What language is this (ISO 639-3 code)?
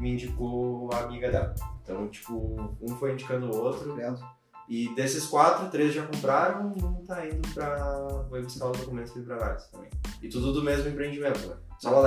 por